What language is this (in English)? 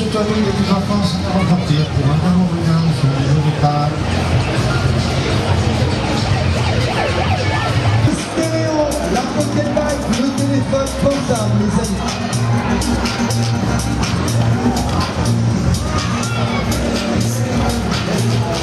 French